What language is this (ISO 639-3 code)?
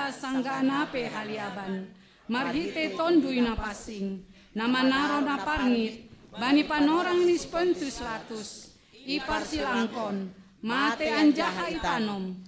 bts